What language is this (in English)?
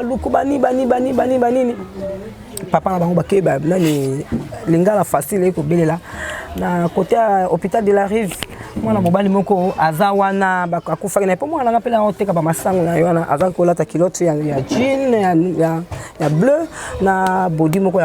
Lingala